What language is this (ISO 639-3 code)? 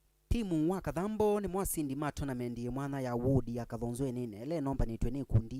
kam